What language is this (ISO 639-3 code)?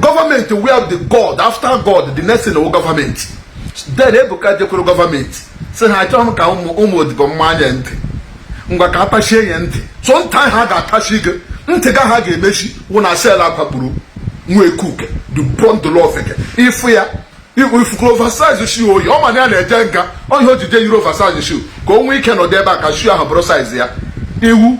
ibo